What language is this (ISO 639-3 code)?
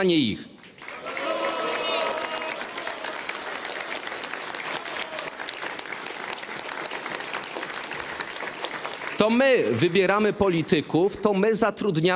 pol